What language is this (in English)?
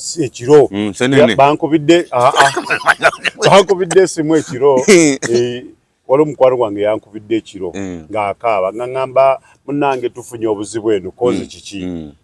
Ganda